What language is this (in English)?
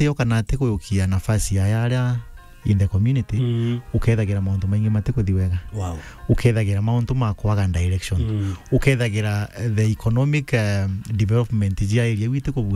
Meru